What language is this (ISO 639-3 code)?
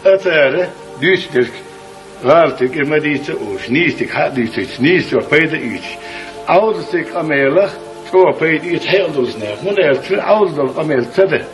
che